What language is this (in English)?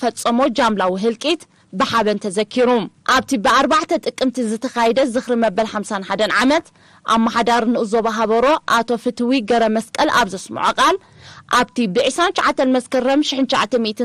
Tigrinya